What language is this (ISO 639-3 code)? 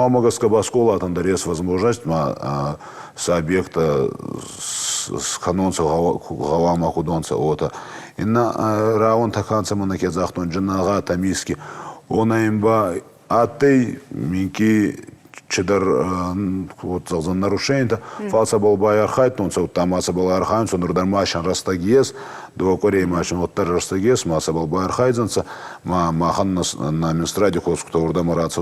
oss